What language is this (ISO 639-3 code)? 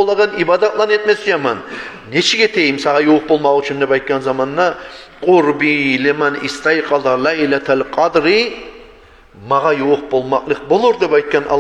kum